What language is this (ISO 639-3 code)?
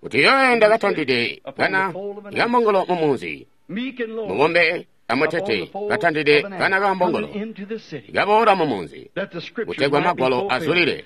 toi